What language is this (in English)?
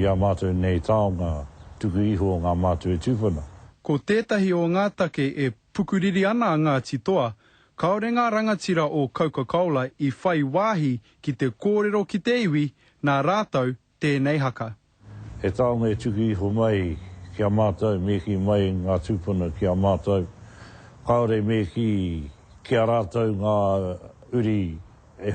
Māori